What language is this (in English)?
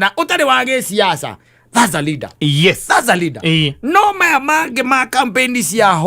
Kikuyu